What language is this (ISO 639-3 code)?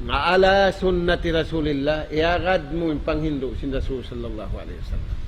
tsg